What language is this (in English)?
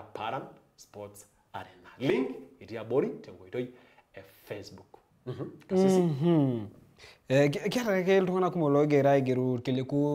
Masai